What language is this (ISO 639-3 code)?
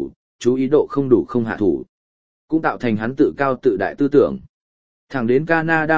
vie